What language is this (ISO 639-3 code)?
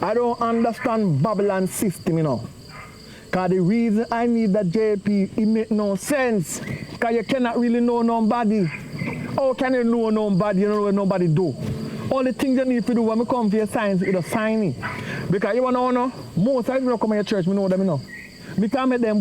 jam